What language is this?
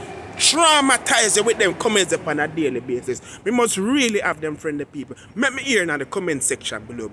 Jamaican Creole English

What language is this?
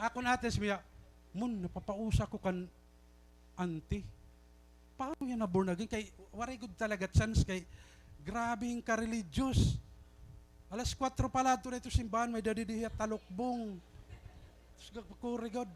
Waray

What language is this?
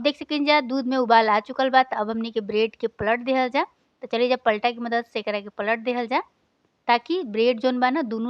Bhojpuri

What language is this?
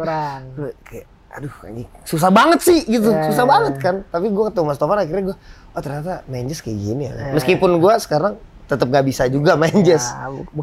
Indonesian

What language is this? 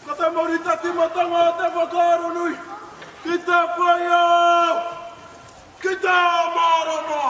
Māori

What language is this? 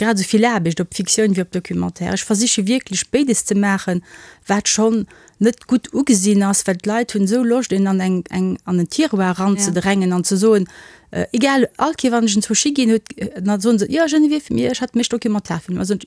Luxembourgish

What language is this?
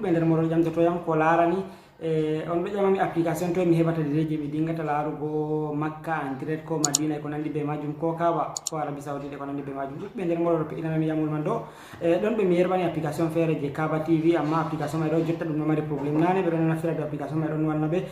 Fula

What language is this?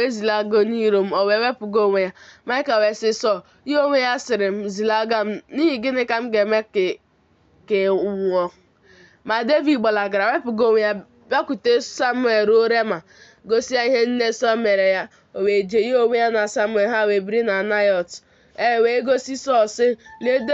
Igbo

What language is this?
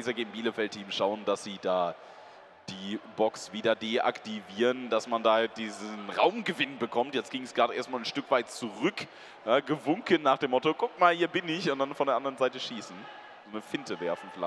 German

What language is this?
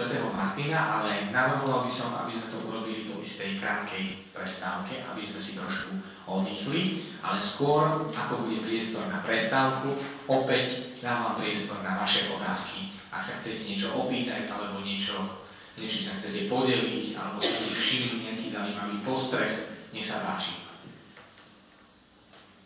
Slovak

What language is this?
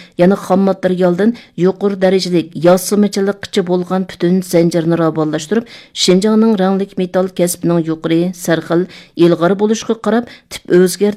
Uyghur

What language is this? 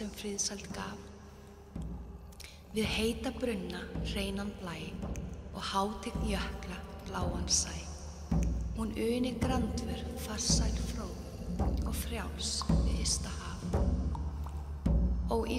Icelandic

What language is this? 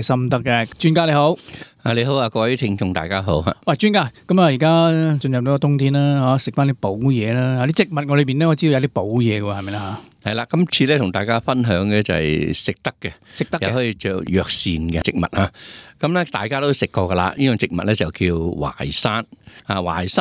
Cantonese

